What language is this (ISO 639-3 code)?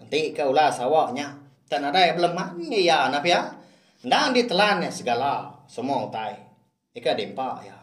iba